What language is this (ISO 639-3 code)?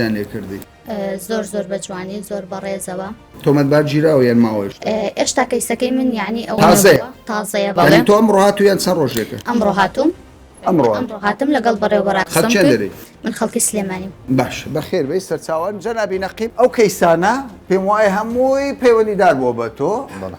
ckb